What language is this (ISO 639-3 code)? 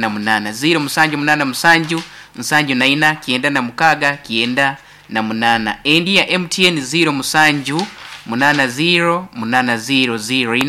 nyo